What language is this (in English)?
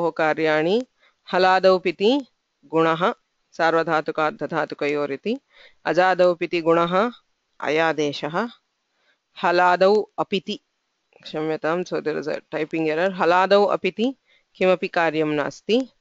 Sanskrit